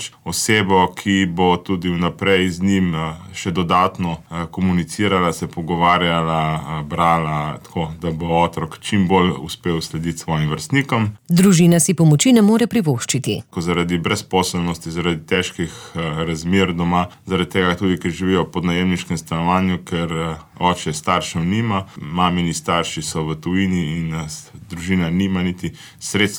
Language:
Slovenian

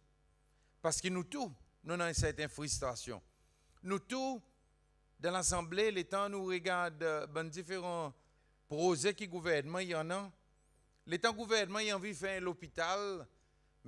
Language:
Seselwa Creole French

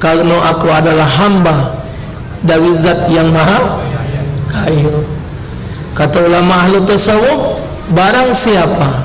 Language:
Musi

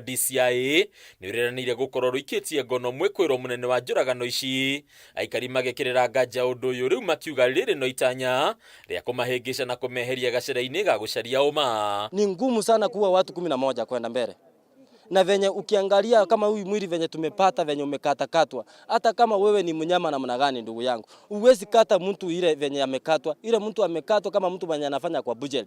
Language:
Kikuyu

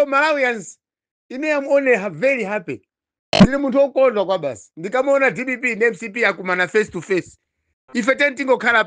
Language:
Nyanja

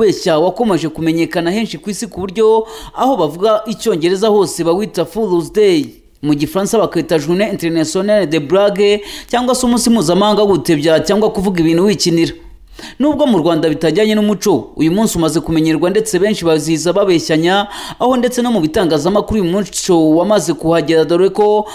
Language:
Kinyarwanda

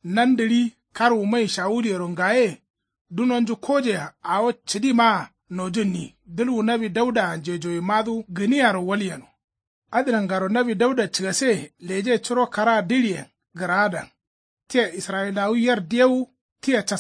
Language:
Kanuri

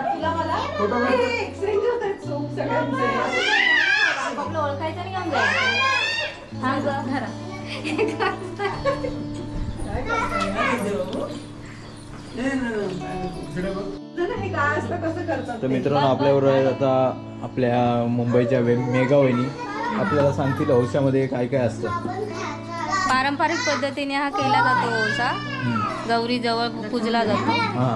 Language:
Marathi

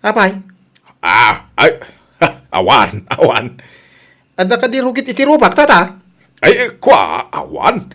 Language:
Iloko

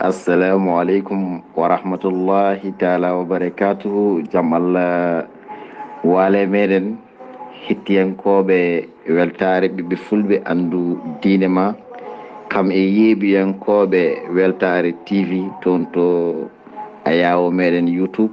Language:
Fula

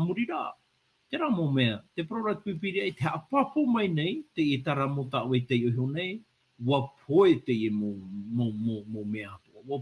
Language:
Tahitian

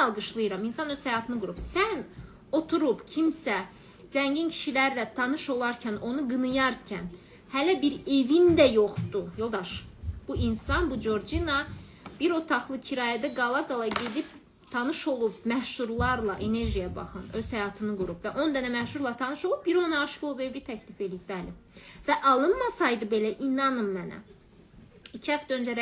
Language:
Azerbaijani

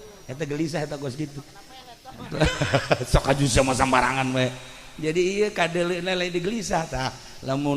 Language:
Sundanese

